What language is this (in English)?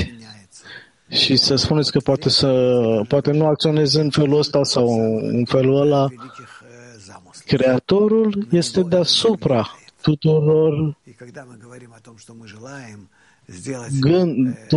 Romanian